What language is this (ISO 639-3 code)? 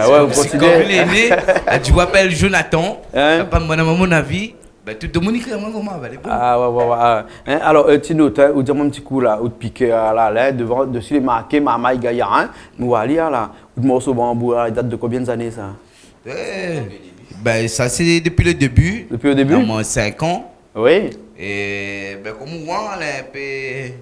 rcf